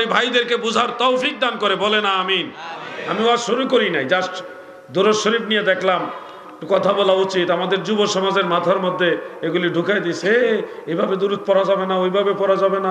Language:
Bangla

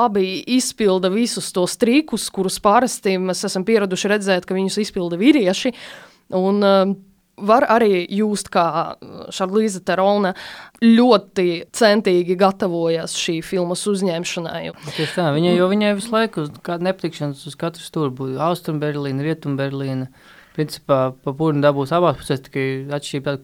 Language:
Latvian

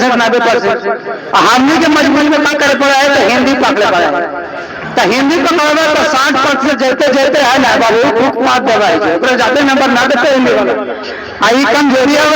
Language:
Magahi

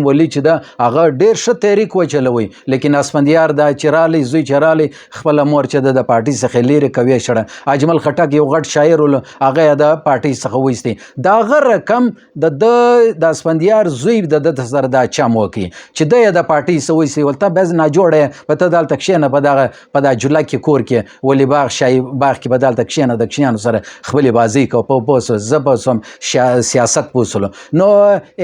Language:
Pashto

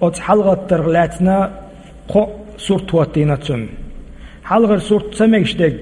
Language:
Chechen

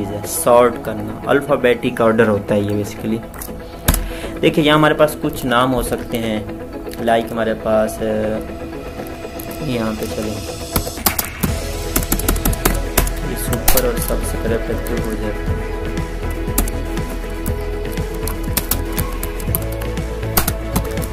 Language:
Hindi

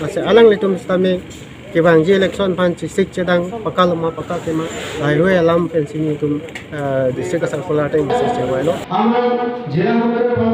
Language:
Karbi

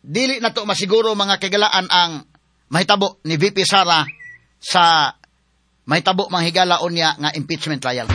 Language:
Cebuano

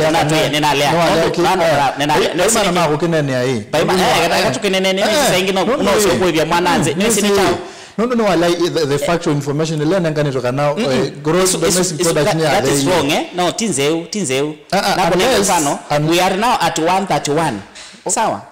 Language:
Kamba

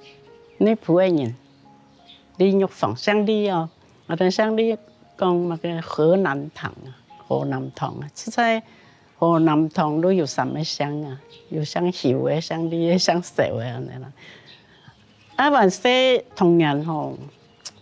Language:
Hakka Chinese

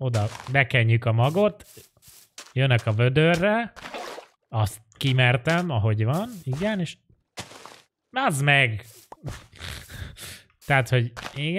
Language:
Hungarian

